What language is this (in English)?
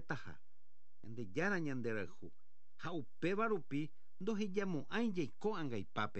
Guarani